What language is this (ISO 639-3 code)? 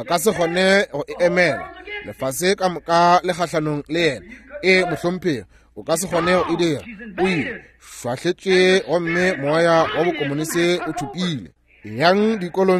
nso